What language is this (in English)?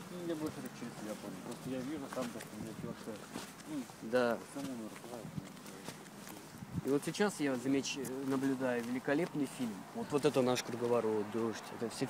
Russian